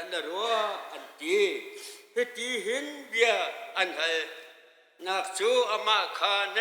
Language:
Hakha Chin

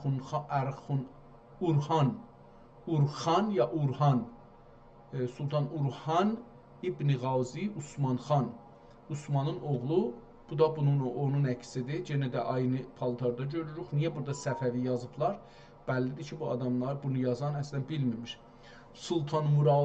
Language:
South Azerbaijani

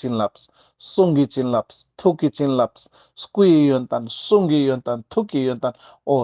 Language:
Ladakhi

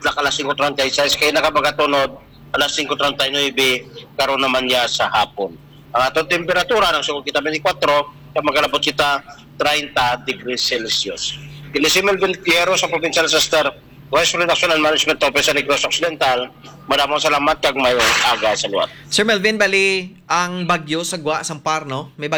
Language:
Hiligaynon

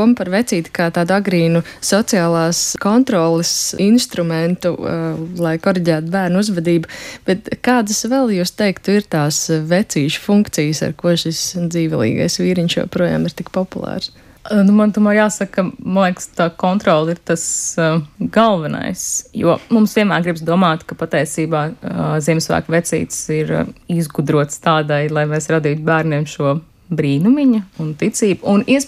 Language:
Latvian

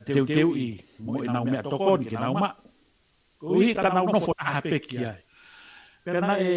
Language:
Tongan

